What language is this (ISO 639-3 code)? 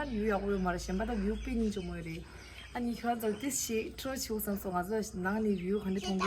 bod